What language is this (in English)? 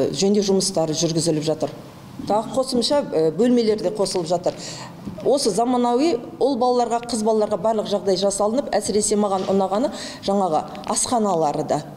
Kazakh